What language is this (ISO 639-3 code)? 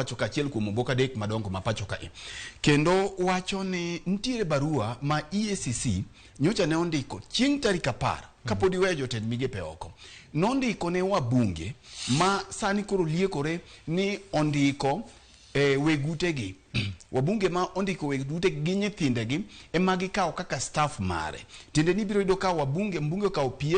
luo